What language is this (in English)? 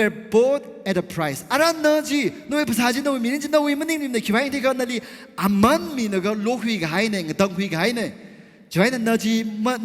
Tangkhul Naga (India)